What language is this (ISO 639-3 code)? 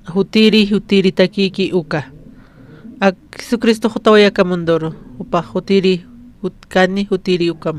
aym